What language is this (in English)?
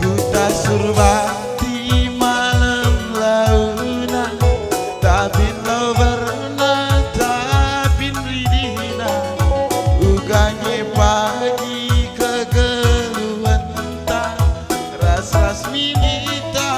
Batak Karo